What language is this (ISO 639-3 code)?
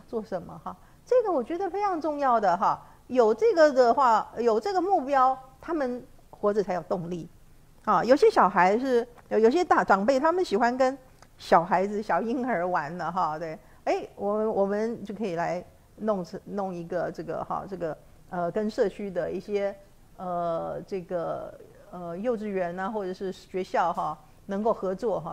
zho